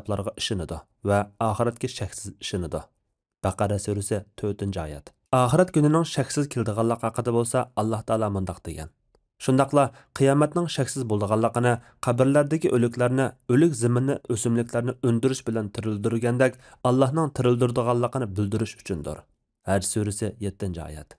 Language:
Uyghur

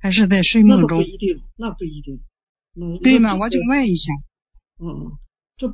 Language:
Chinese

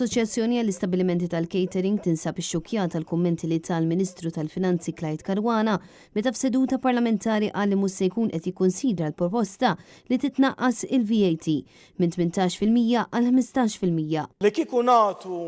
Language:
Maltese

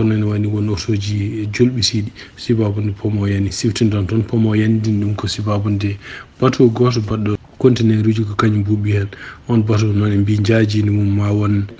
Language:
Fula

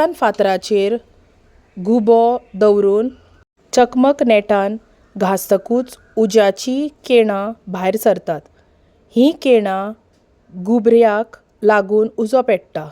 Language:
Konkani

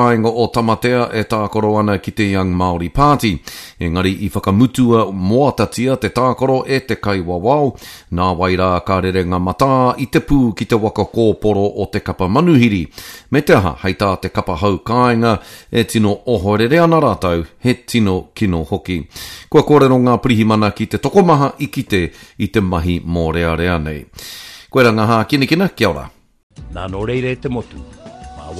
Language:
Māori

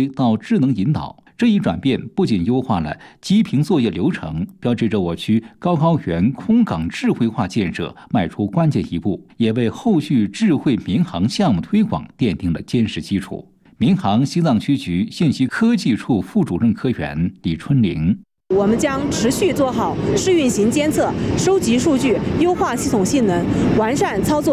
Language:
Chinese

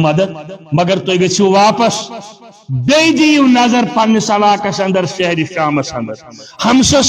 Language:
Kashmiri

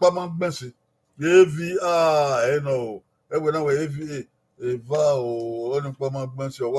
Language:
Bini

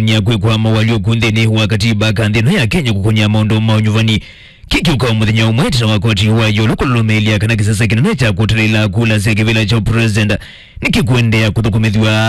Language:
Kamba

